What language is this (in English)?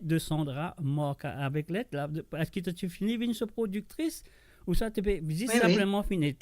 Morisyen